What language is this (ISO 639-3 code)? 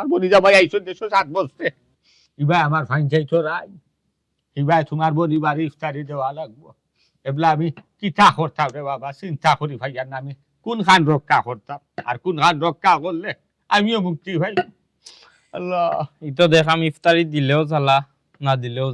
syl